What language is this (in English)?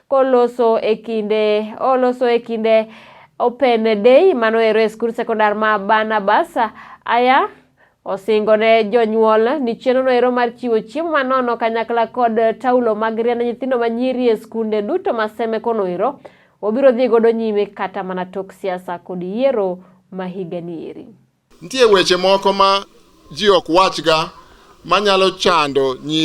Luo (Kenya and Tanzania)